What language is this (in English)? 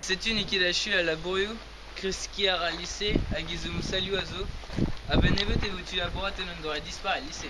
Breton